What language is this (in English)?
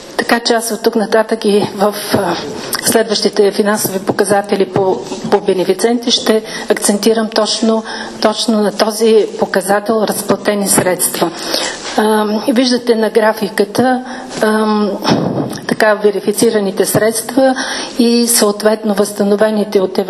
Bulgarian